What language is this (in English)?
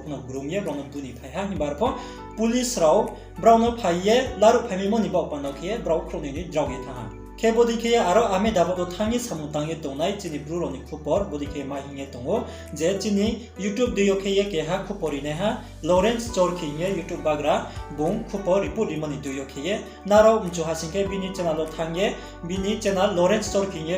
Riang (India)